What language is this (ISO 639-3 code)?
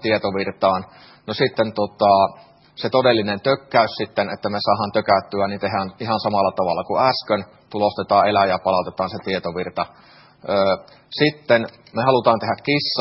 fin